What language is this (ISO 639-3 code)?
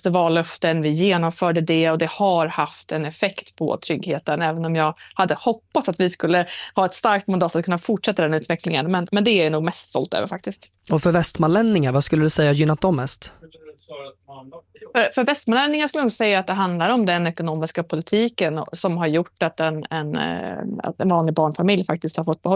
swe